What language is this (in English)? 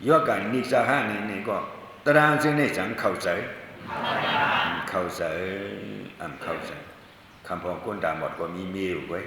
Shan